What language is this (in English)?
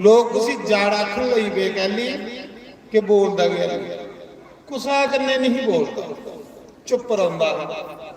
Dogri